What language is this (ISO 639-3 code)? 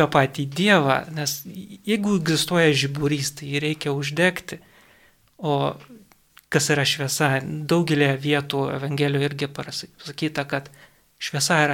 lit